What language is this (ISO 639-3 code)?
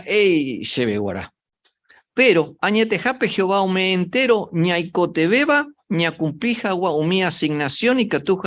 grn